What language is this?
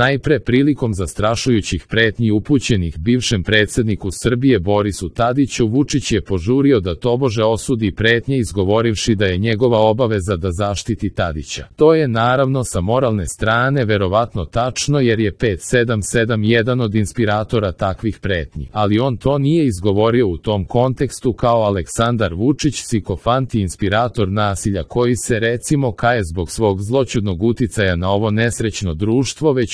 Serbian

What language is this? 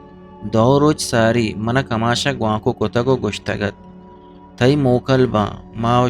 Eastern Balochi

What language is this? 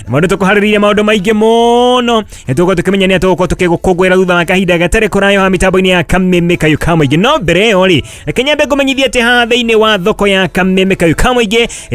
Kikuyu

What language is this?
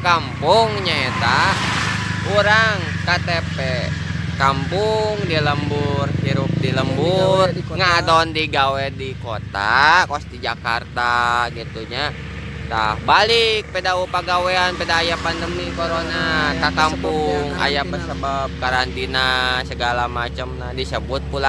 Sundanese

